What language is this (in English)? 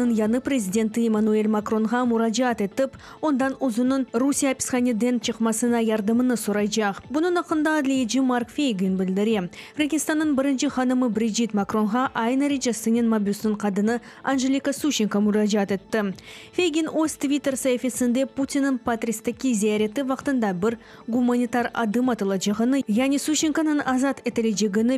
Crimean Tatar